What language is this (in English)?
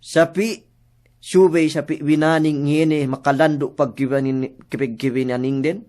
Yakan